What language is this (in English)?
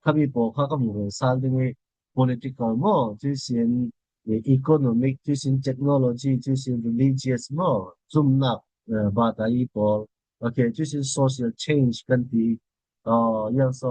Falam Chin